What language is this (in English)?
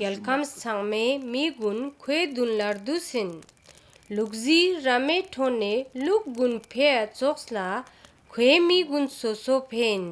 Ladakhi